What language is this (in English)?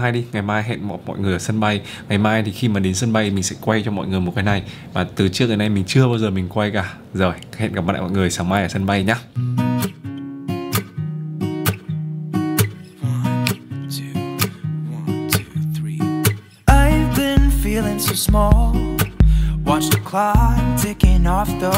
Vietnamese